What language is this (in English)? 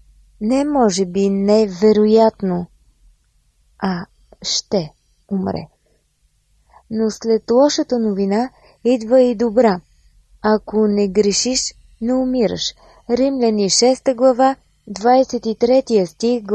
Bulgarian